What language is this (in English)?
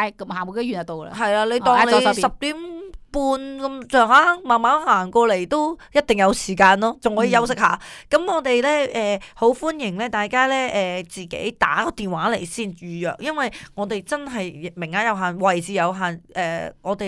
Cantonese